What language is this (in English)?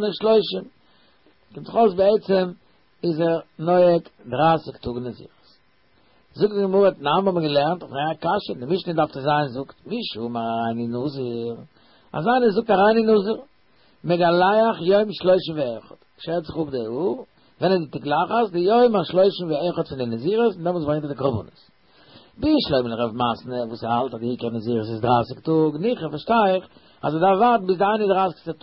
Yiddish